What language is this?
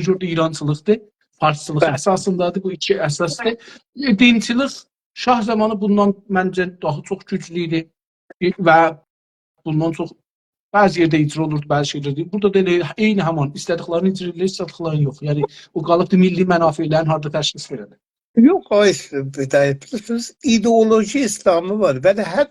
South Azerbaijani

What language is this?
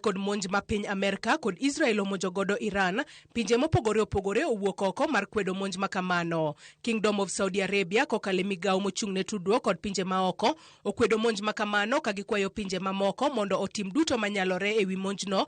Luo (Kenya and Tanzania)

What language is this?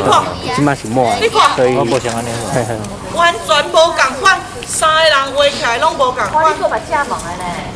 Min Nan Chinese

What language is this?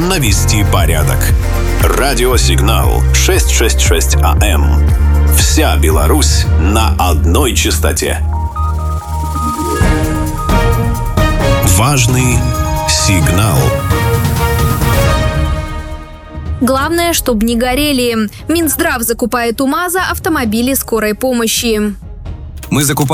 Russian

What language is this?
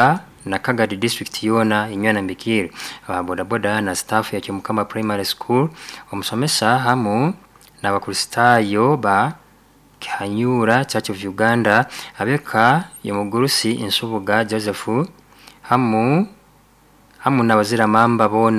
Nyoro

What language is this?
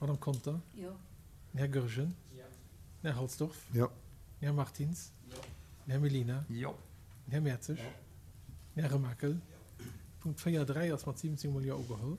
Luxembourgish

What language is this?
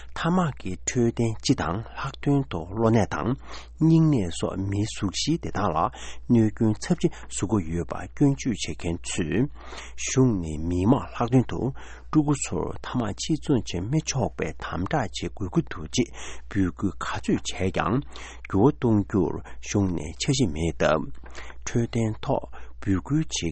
Tibetan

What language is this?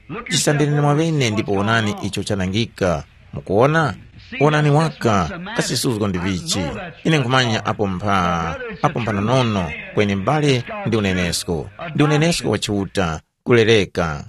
Tumbuka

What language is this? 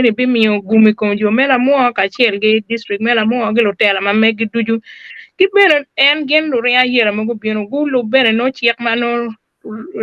Acoli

